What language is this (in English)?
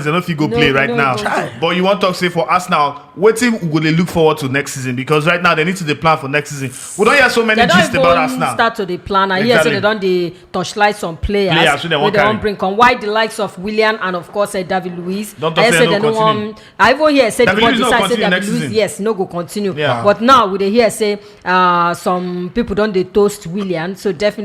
Nigerian Pidgin